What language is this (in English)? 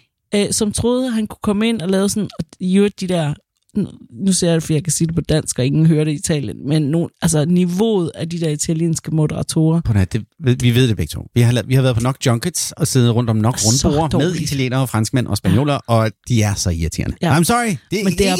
Danish